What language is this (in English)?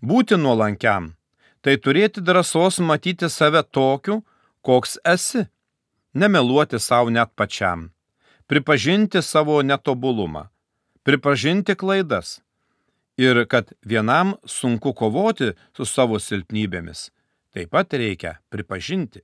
Lithuanian